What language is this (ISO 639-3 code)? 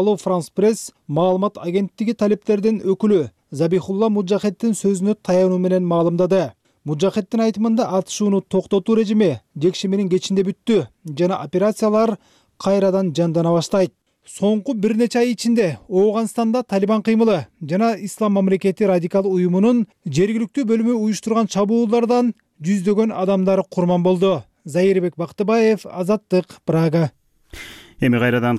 kir